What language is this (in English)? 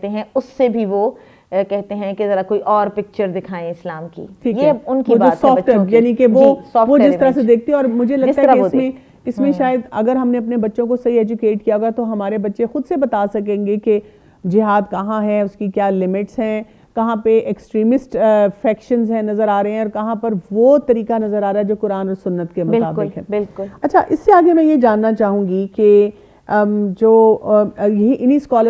Urdu